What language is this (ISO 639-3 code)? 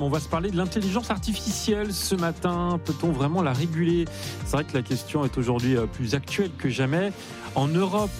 fra